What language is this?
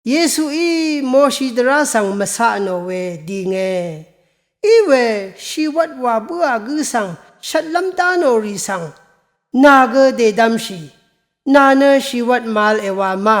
Rawang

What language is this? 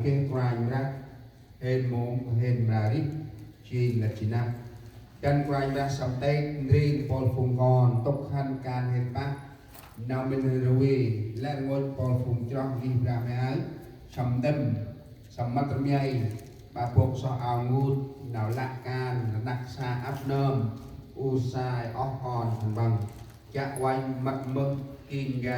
Central Mnong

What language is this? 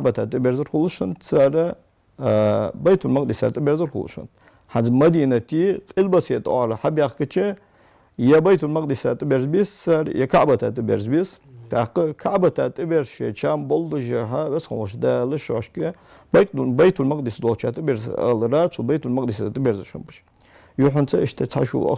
Ingush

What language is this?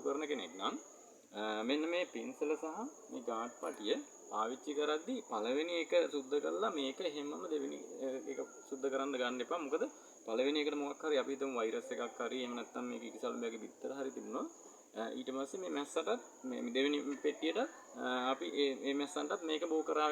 Sinhala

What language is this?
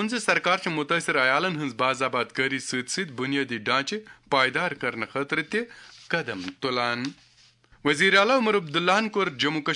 Kashmiri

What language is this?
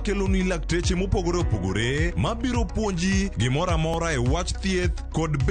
Luo (Kenya and Tanzania)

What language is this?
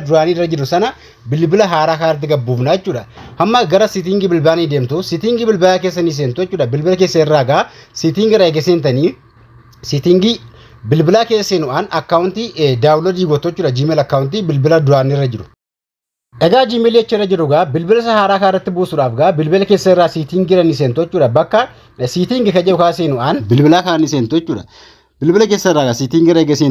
Oromo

